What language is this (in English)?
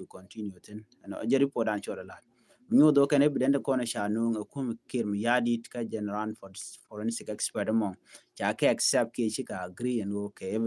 Nuer